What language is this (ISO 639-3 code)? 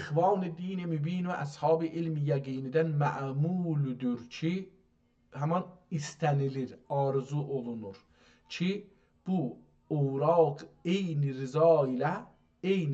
azb